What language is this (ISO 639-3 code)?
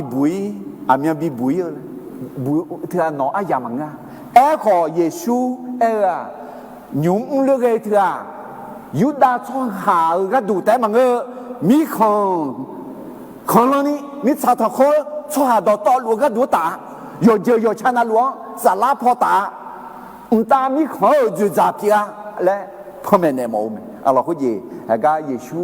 ahk